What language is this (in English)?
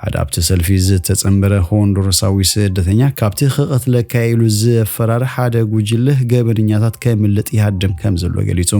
Tigrinya